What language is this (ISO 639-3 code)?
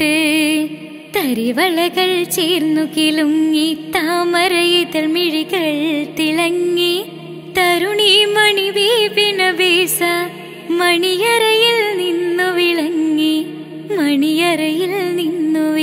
mal